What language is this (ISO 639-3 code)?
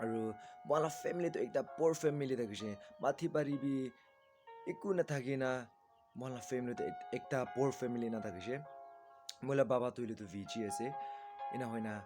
nag